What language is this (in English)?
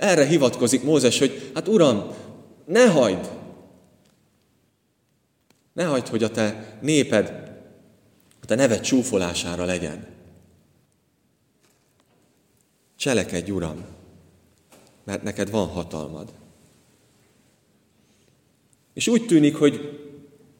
Hungarian